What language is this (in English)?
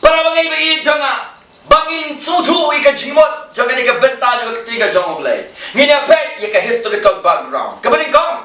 Khasi